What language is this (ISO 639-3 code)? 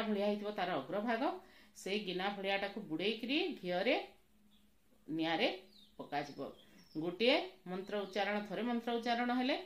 ori